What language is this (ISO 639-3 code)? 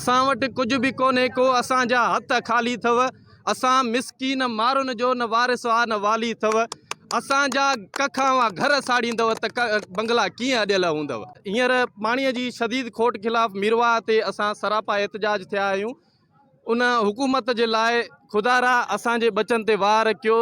snd